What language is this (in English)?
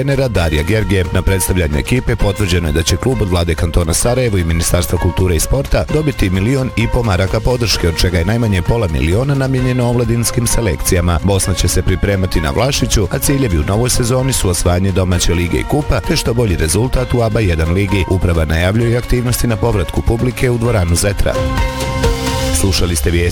Bosnian